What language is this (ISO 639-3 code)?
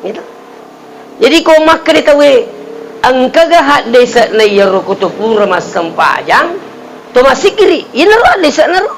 bug